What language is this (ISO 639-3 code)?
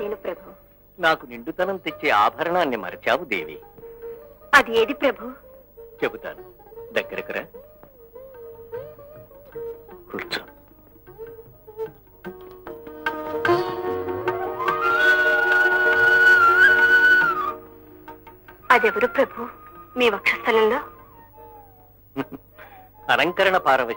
tel